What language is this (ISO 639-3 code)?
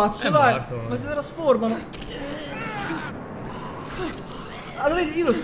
ita